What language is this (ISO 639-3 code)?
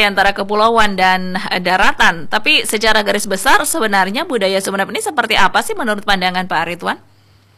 ind